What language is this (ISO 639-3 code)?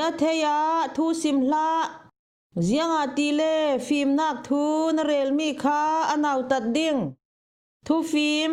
cfm